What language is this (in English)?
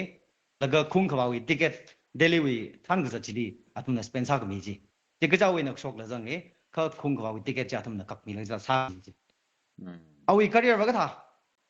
Tangkhul Naga (India)